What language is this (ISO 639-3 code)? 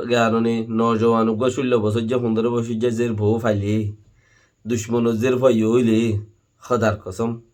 rhg